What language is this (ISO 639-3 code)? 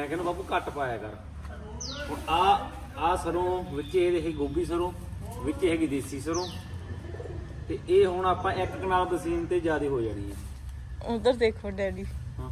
pan